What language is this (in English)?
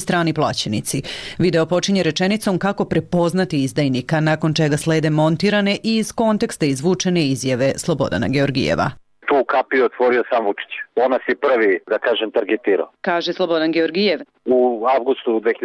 Serbian